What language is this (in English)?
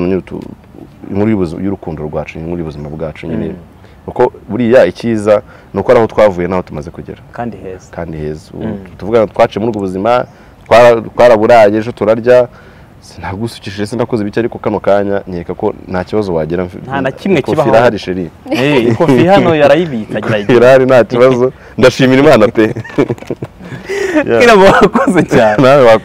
Kinyarwanda